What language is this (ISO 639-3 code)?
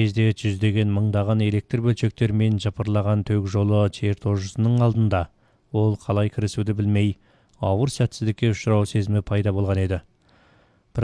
kaz